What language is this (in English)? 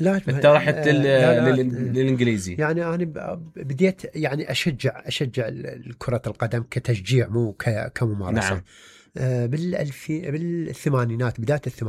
Mesopotamian Arabic